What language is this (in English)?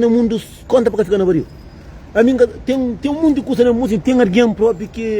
Kabuverdianu